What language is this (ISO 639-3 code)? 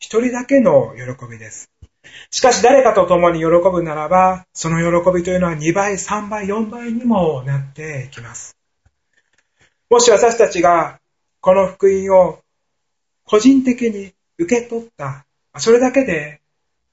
jpn